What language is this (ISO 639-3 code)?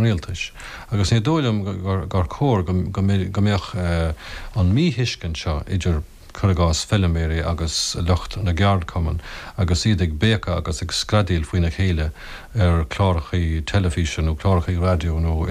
gle